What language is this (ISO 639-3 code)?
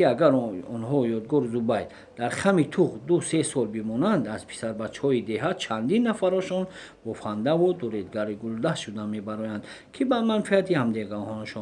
tgk